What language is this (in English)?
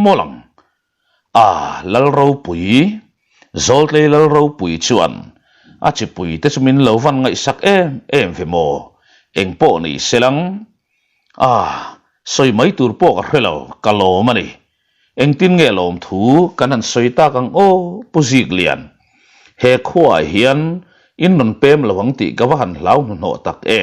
Mizo